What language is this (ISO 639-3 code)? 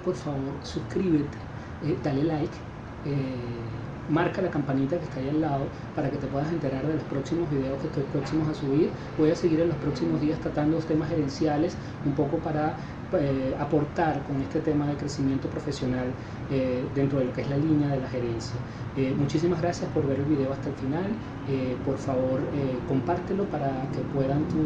spa